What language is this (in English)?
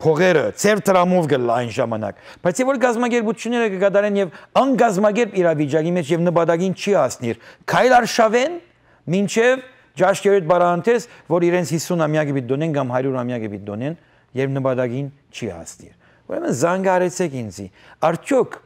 Western Armenian